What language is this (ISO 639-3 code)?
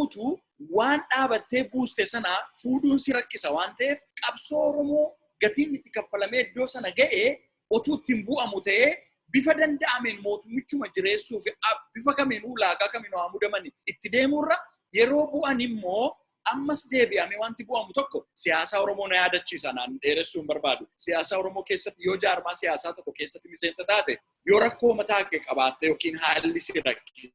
orm